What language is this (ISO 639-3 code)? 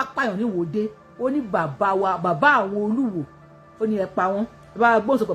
yor